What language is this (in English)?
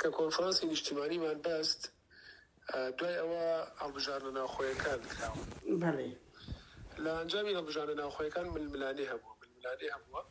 Central Kurdish